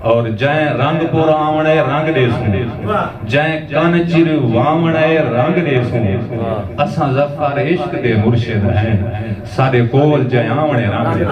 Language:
Saraiki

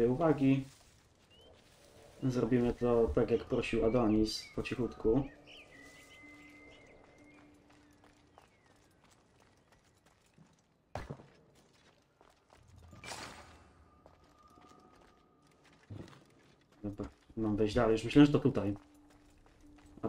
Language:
Polish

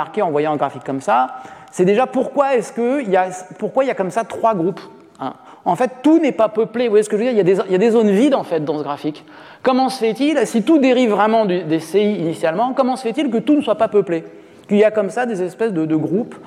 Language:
French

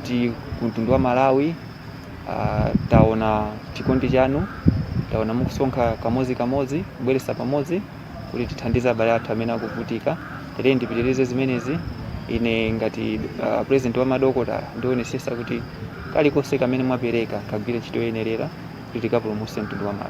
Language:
Nyanja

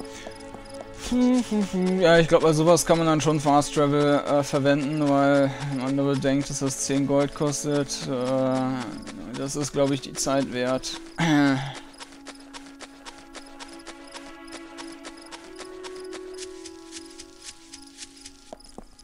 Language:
German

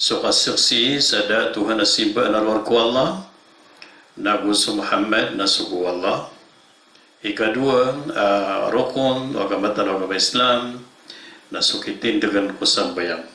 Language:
Maranao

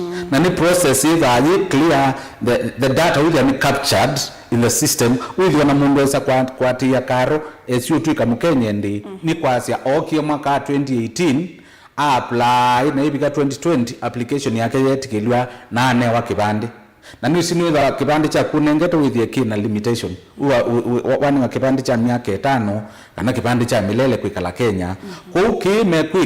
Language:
Kamba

